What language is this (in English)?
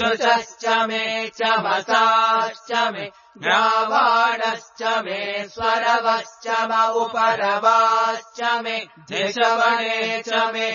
Sanskrit